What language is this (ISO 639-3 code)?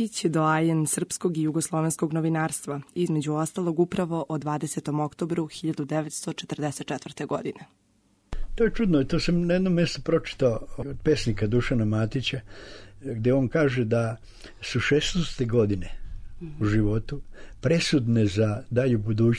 srp